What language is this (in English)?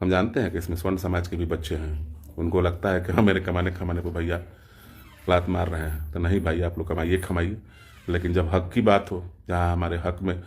Bhojpuri